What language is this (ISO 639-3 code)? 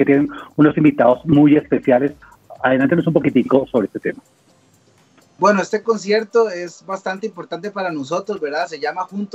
spa